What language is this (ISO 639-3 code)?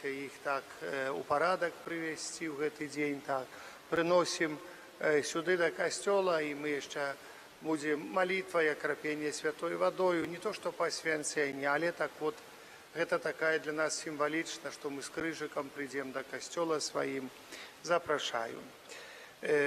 bel